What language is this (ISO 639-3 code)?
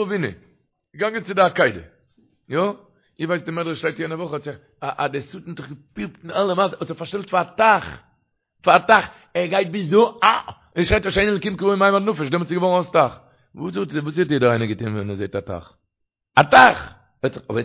yid